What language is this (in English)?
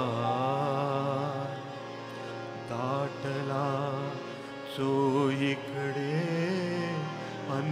Marathi